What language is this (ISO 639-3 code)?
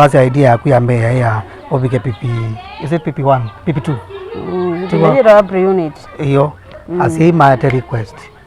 kam